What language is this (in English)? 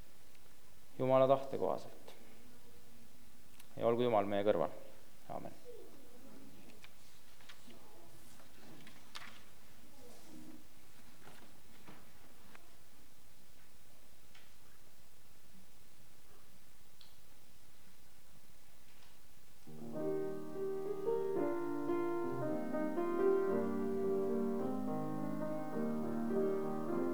Estonian